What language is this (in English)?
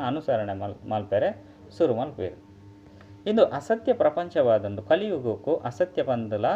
Tulu